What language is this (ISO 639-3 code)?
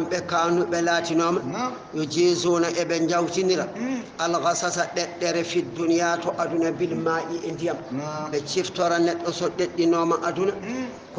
ful